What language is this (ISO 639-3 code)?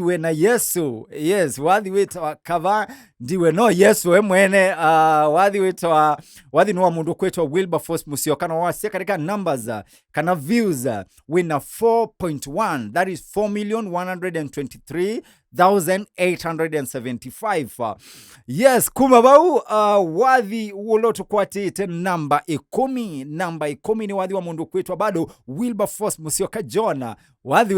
kam